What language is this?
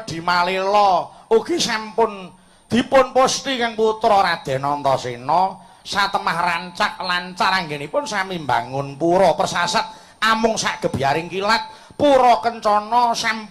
Javanese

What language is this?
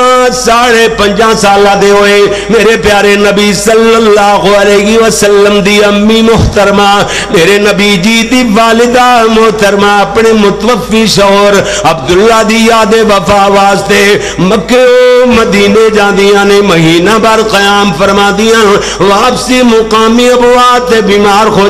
Western Panjabi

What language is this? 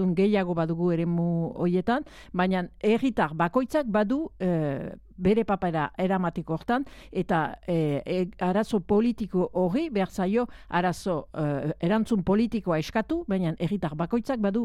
Basque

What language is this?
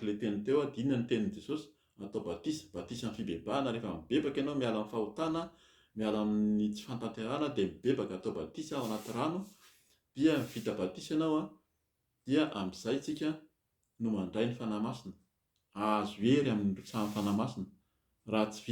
Malagasy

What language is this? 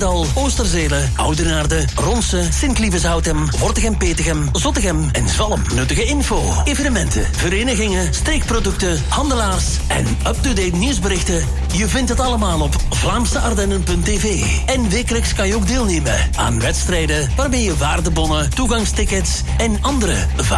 Dutch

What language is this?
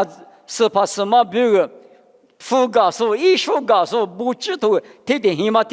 Lisu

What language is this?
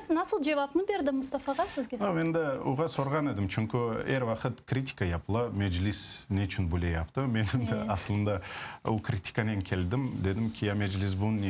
Crimean Tatar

